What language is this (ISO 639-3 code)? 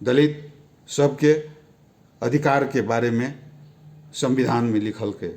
mai